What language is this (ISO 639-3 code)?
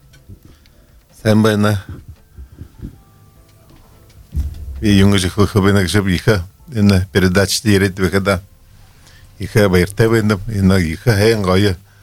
bua